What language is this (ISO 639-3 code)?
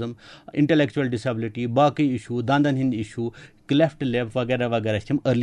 kas